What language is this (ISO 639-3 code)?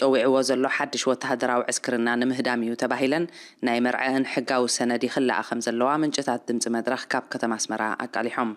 tir